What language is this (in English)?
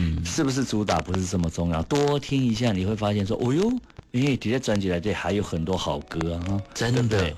Min Nan Chinese